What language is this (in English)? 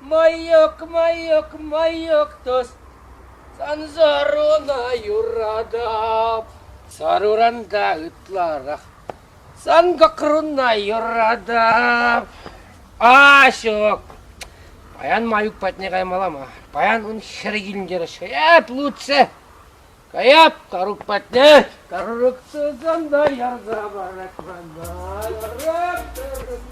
Chuvash